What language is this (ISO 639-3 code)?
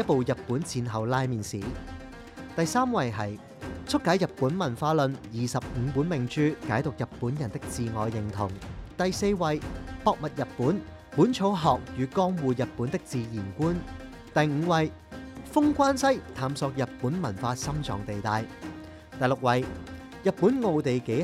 yue